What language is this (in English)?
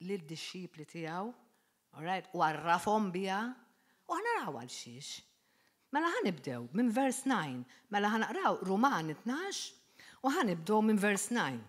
Maltese